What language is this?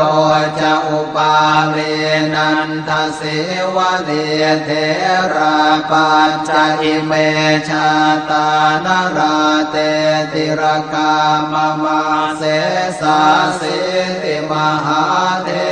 Pali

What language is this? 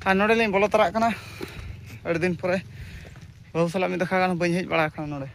Santali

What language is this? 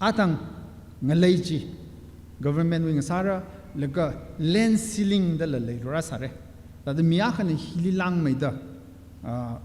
Tangkhul Naga (India)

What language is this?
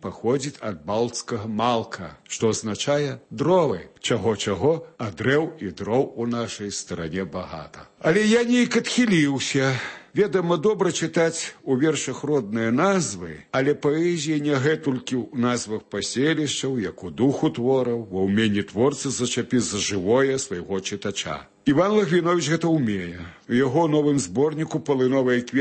Belarusian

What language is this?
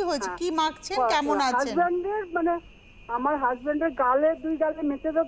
Bangla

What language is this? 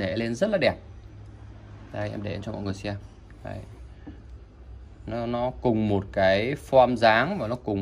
Vietnamese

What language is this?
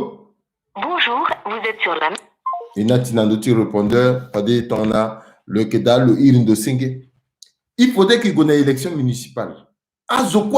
Sango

